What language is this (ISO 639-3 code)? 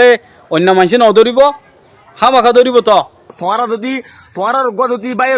rhg